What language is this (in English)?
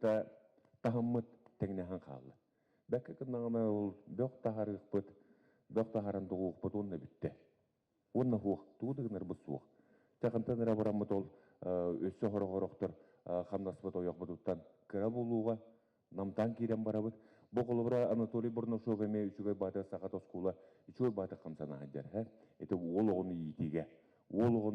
Yakut